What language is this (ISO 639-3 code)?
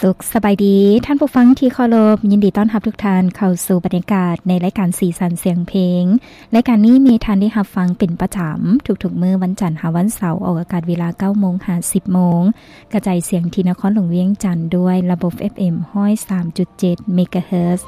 lao